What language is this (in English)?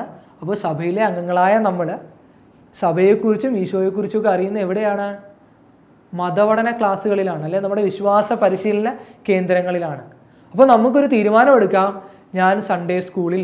Malayalam